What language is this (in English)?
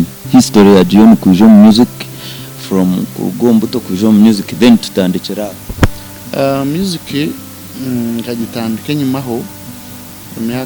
Nyankole